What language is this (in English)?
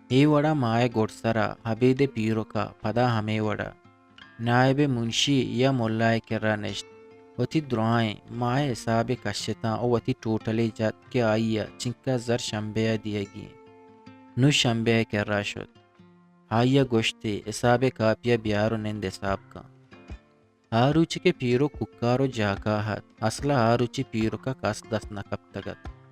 Eastern Balochi